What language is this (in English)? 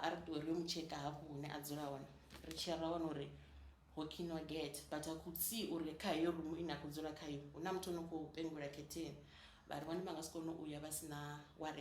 Venda